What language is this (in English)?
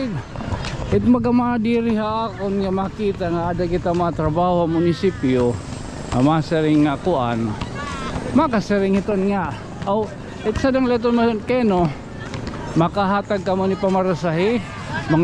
Waray